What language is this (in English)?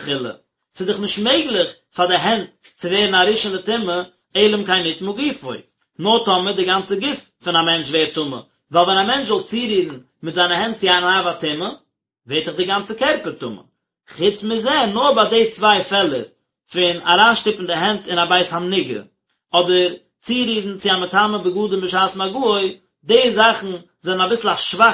Yiddish